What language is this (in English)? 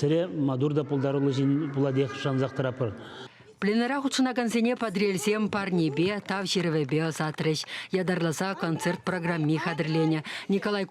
Chuvash